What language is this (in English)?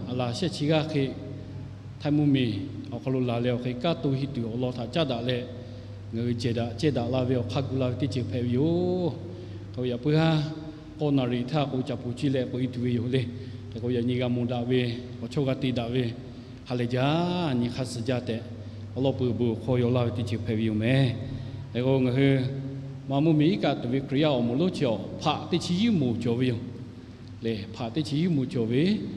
Lahu